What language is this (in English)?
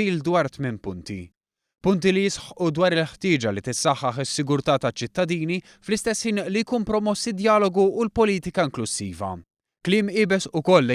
Maltese